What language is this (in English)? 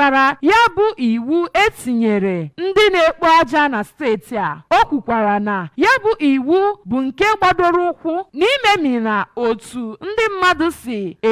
Igbo